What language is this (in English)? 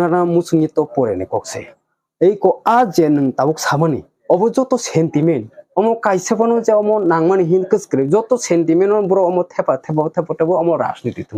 Kok Borok